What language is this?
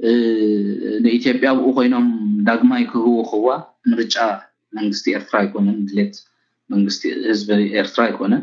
Tigrinya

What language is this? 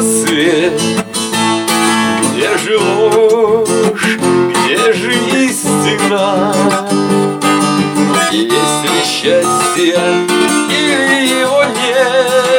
Russian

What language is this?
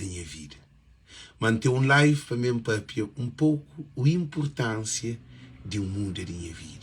Kabuverdianu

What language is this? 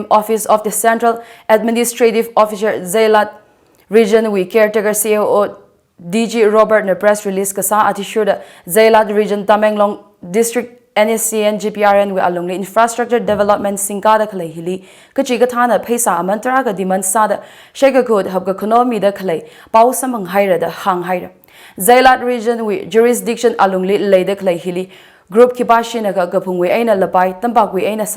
Tangkhul Naga (India)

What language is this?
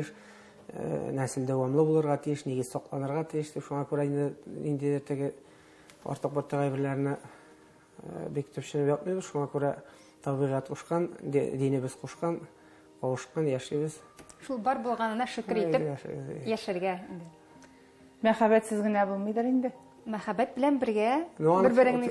Tatar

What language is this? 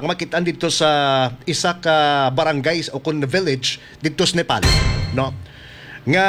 Hiligaynon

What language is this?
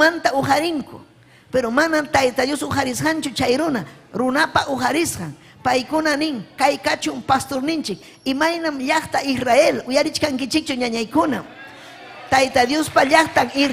Ayacucho Quechua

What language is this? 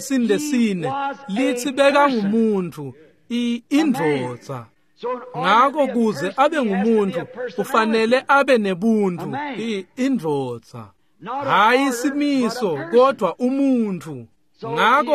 Swati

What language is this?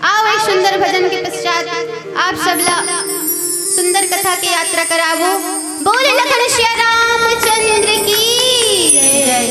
Chhattisgarhi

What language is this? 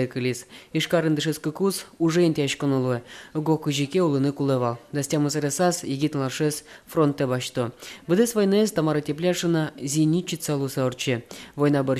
Udmurt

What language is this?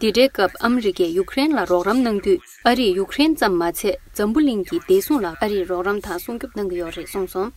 Tibetan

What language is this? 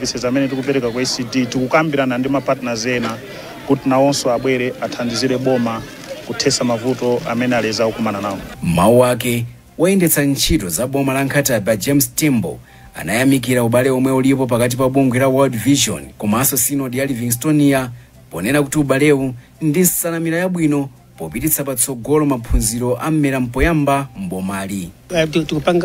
Nyanja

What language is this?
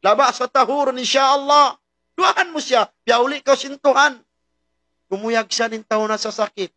Tausug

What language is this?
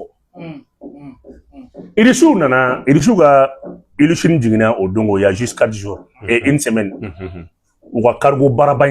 Bambara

